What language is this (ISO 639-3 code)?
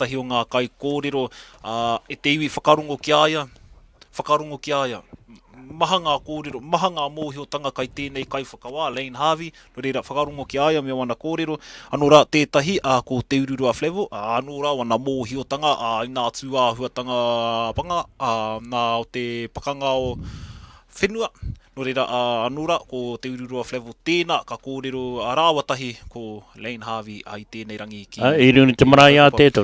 mri